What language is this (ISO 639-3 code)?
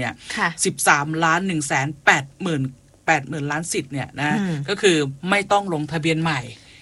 tha